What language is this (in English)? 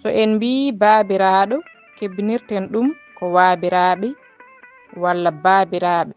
Fula